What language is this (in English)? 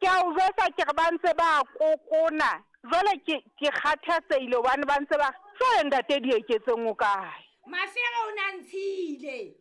Southern Sotho